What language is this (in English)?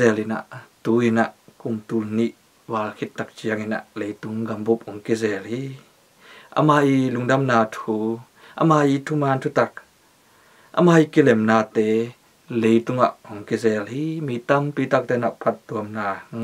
Tedim Chin